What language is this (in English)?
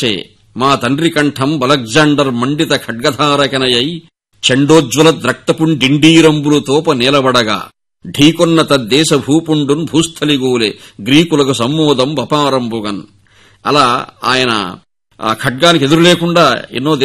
Telugu